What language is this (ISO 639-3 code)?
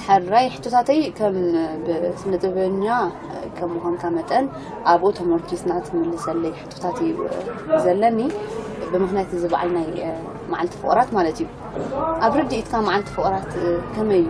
tir